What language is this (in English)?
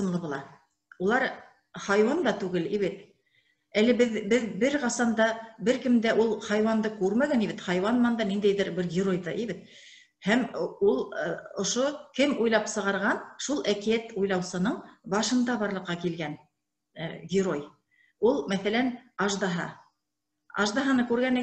Bashkir